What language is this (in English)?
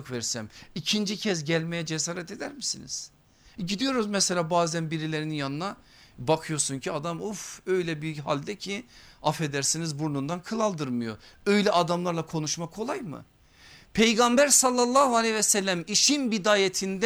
Turkish